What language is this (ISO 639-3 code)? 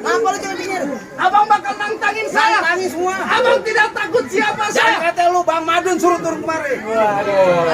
bew